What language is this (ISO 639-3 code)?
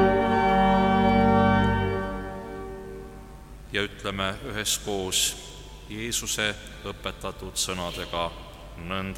est